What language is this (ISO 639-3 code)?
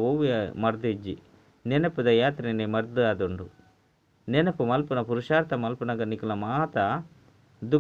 tcy